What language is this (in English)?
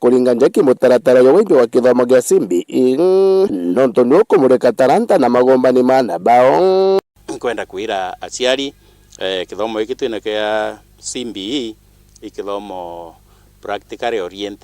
Meru